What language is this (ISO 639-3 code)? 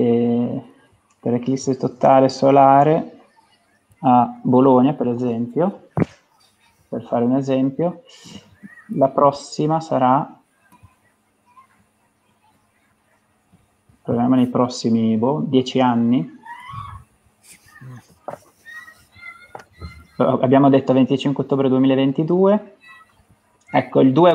ita